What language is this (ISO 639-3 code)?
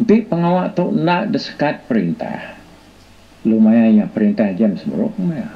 iba